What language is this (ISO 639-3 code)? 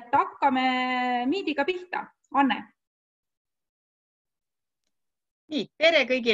est